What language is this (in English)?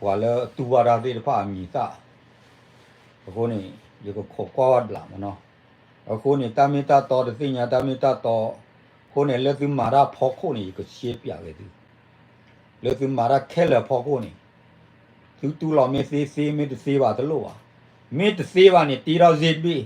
S'gaw Karen